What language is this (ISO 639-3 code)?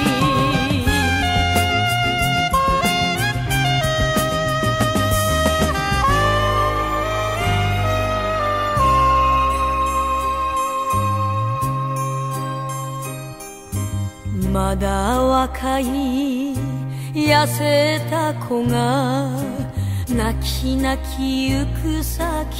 jpn